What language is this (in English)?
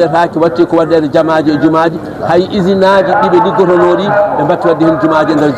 Fula